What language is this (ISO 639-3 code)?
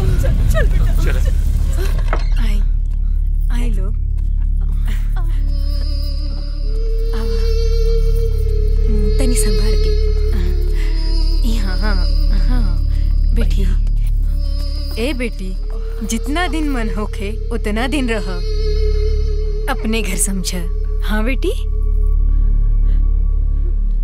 bho